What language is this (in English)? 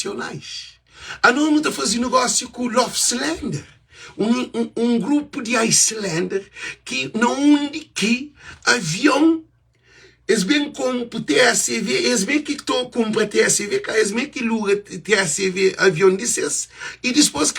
Kabuverdianu